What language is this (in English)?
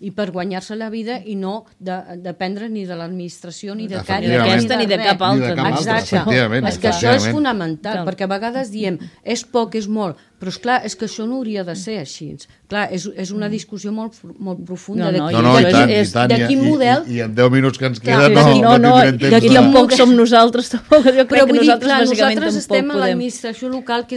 Catalan